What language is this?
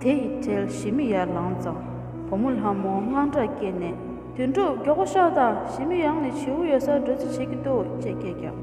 Tibetan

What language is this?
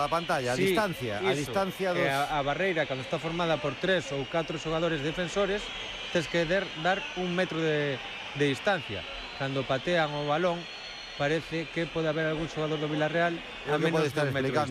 Galician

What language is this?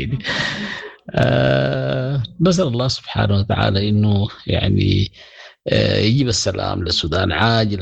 Sudanese Arabic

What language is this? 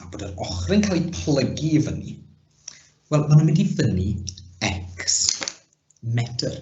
Welsh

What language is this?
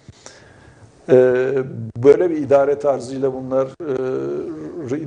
Turkish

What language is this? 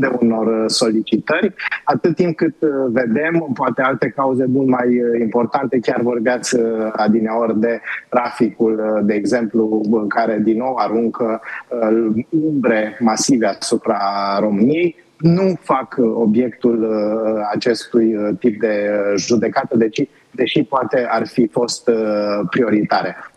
Romanian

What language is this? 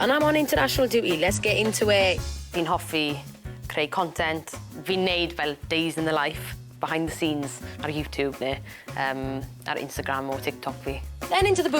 Welsh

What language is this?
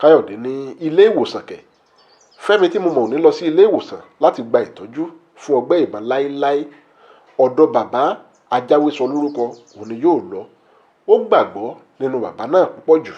Yoruba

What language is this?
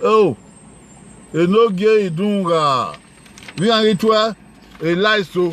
Bini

